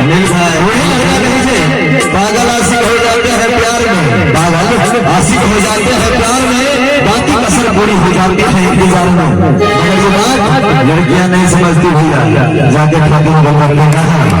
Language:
Maithili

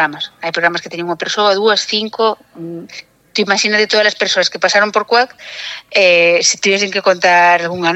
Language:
Galician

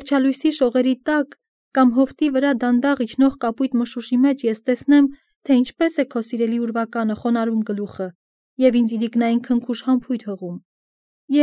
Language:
Armenian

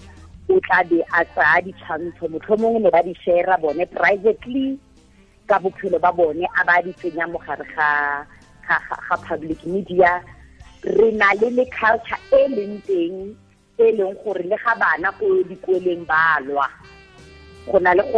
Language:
Tswana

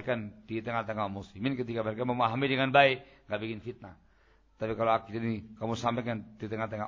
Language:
Indonesian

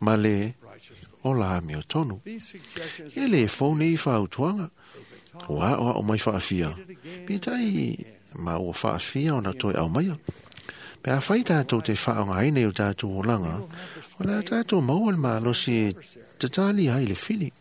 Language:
Samoan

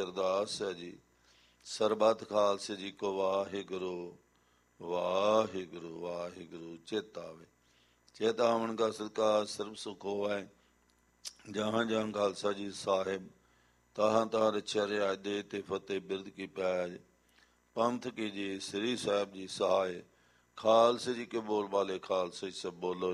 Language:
Punjabi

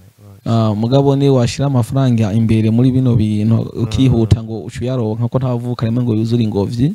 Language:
Rundi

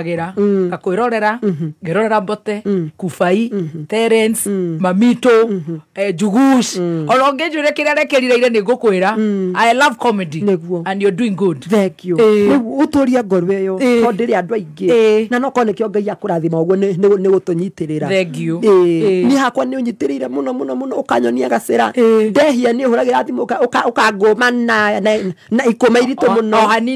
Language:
Kikuyu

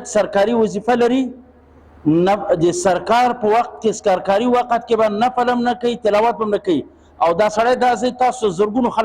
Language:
Pashto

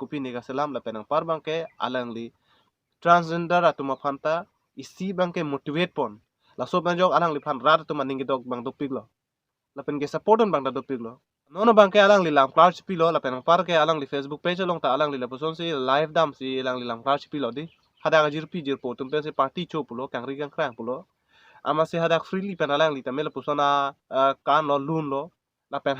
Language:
Karbi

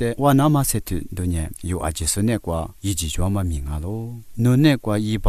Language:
Lisu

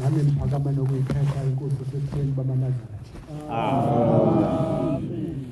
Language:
Zulu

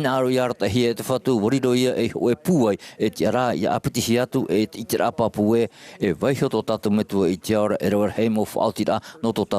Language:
Tahitian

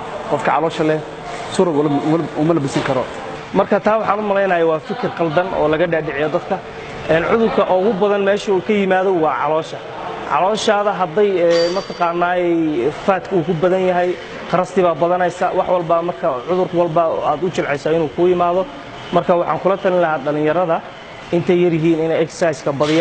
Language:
Somali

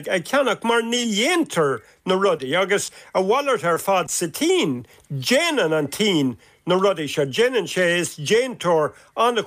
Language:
Irish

